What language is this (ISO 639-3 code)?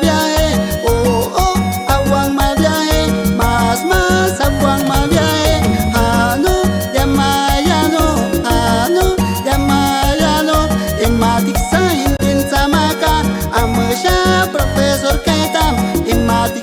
agr